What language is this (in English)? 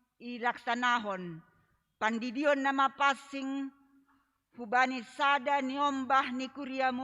Batak Simalungun